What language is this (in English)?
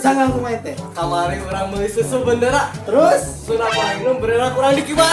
Sundanese